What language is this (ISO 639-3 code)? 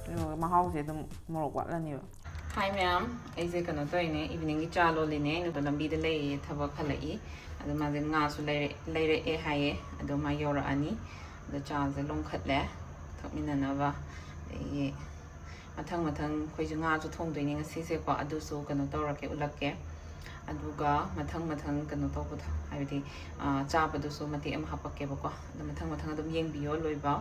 mni